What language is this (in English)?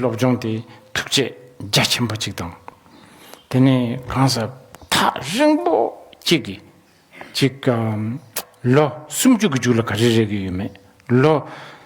Tibetan